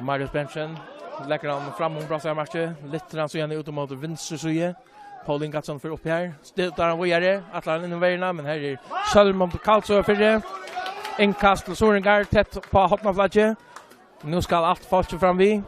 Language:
Faroese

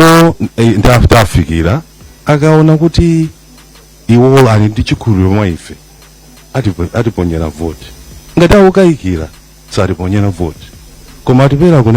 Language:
Nyanja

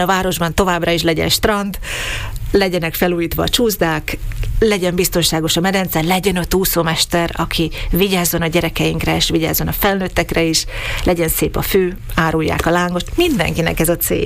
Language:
Hungarian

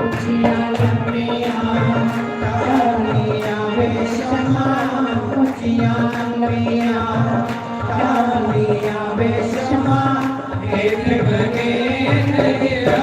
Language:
Dogri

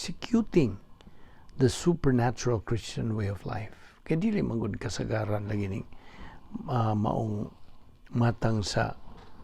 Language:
Cebuano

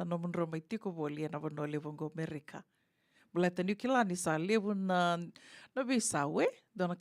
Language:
Fijian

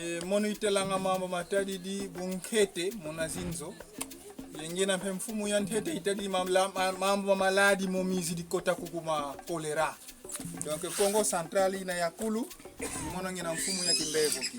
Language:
Kongo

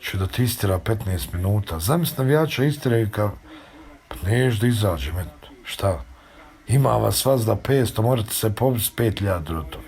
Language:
Bosnian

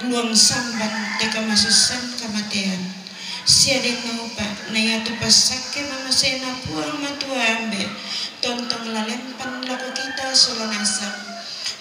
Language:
Toraja-Sa'dan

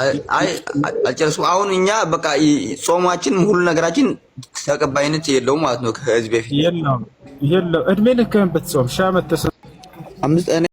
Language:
Amharic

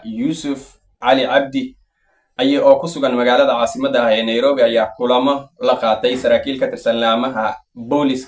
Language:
Somali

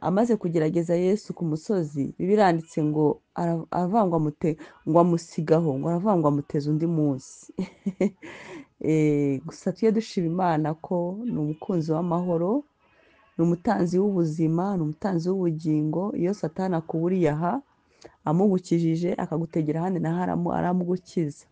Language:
Kinyarwanda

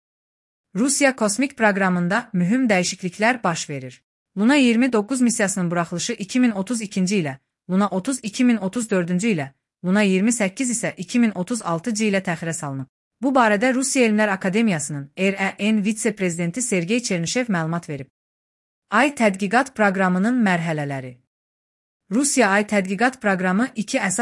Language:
Azerbaijani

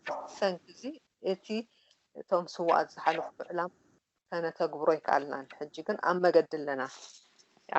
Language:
Tigrinya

